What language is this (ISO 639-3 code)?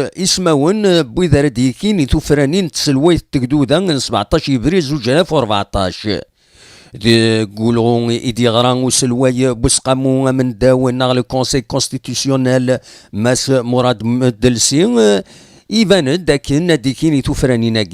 kab